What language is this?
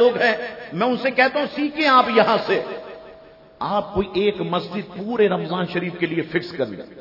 Urdu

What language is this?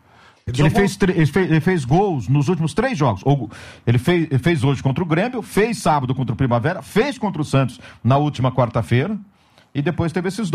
Portuguese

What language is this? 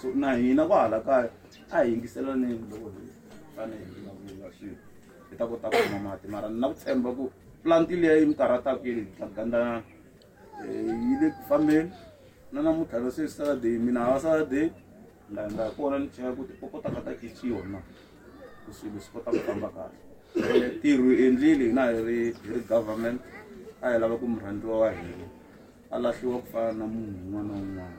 Tsonga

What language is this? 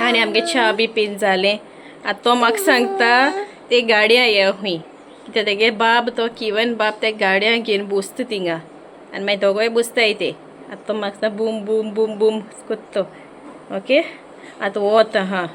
Konkani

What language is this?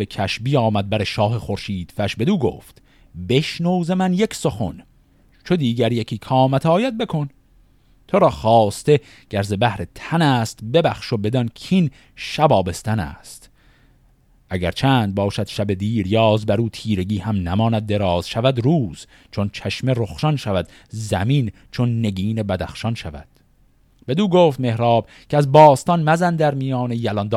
Persian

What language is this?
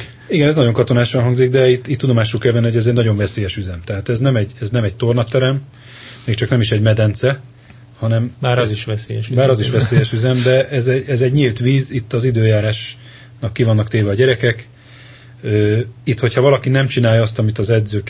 Hungarian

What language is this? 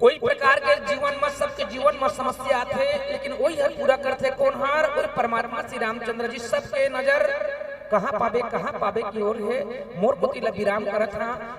Chhattisgarhi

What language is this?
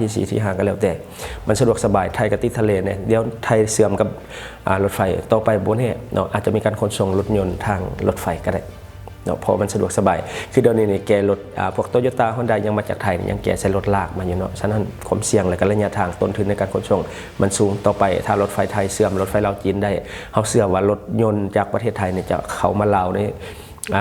Lao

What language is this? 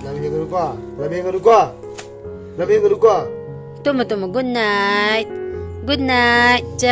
Manipuri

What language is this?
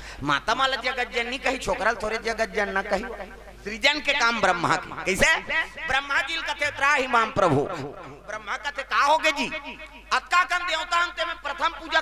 Chhattisgarhi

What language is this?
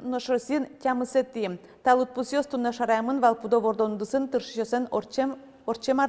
Udmurt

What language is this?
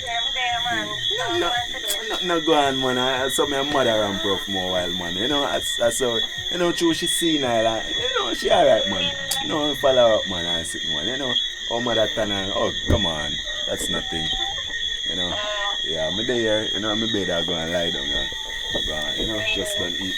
Jamaican Creole English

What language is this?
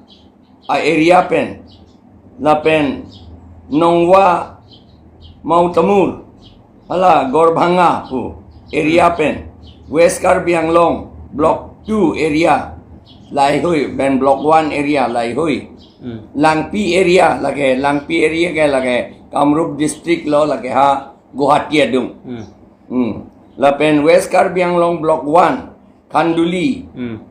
Karbi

